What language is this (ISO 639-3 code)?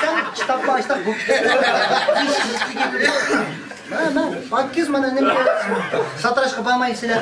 uig